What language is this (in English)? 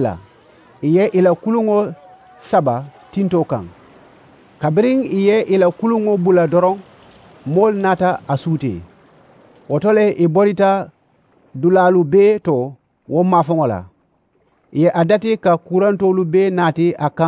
Mandingo